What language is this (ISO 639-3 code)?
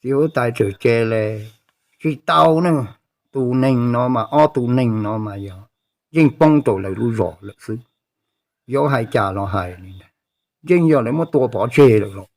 hmn